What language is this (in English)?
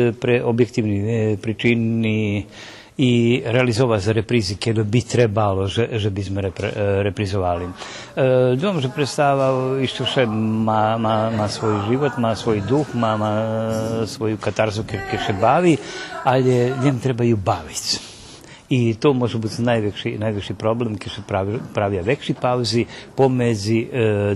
Rusyn